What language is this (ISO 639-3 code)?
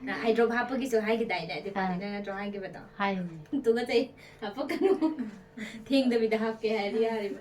mni